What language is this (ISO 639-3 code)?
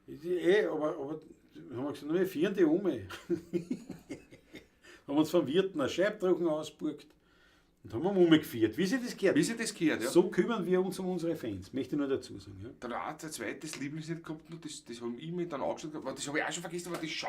bar